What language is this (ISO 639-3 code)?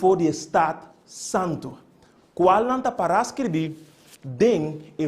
pap